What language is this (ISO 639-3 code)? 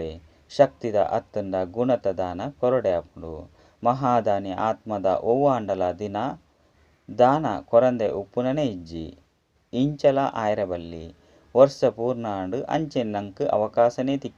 tcy